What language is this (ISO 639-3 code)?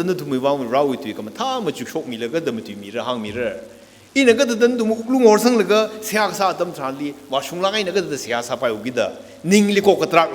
nmf